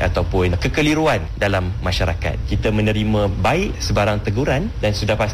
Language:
Malay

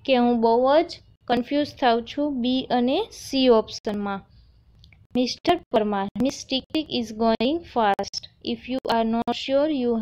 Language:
Gujarati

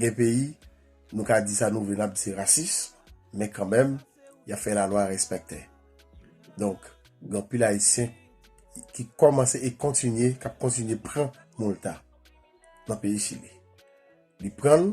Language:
Haitian Creole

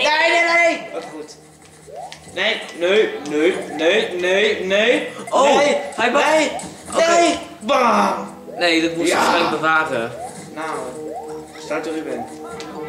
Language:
Dutch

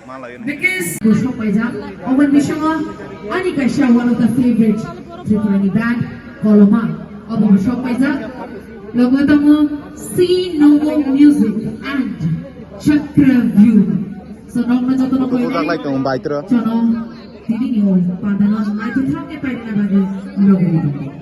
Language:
Kok Borok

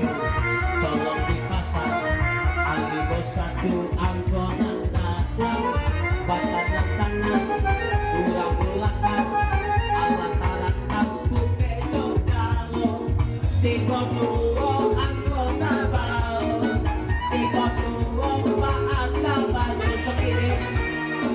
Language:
Minangkabau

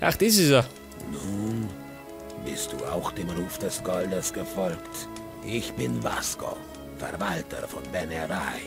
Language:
Bavarian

